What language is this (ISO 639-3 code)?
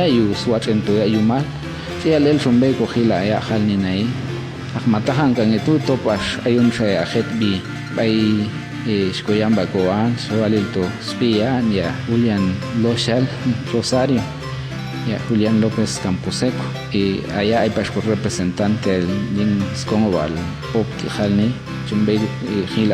jac